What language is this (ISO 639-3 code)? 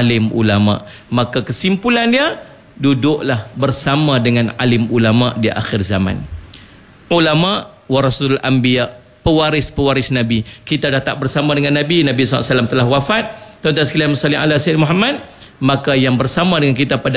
msa